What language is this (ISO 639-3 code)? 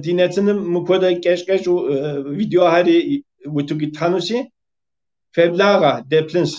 kbd